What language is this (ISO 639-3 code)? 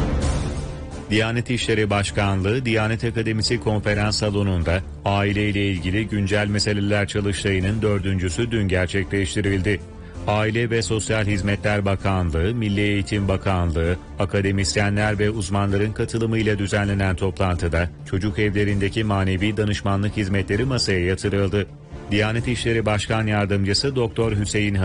tur